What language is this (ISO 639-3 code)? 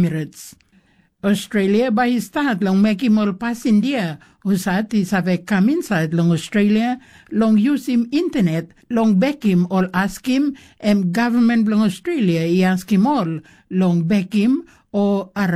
tpi